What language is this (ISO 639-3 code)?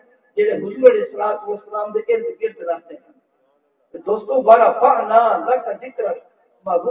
skr